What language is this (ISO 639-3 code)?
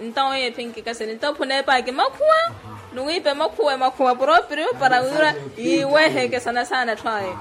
vmw